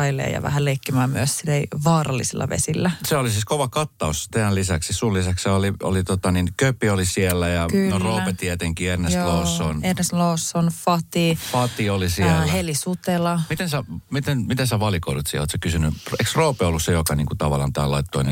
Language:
Finnish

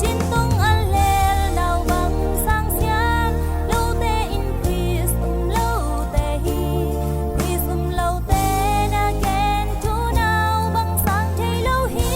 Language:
Tedim Chin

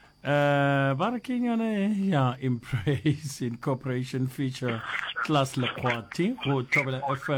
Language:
Northern Sotho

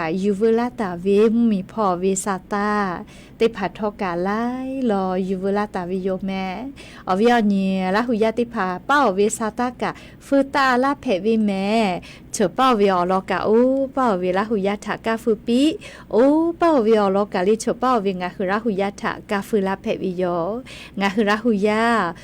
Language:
Lahu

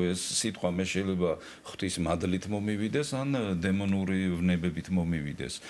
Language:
Georgian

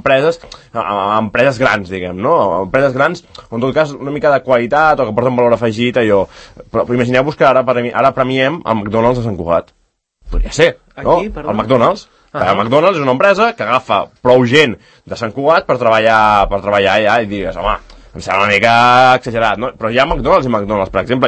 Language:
Catalan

